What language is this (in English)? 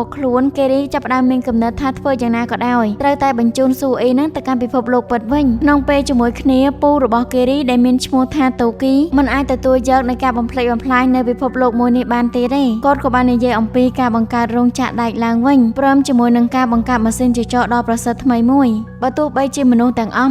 Khmer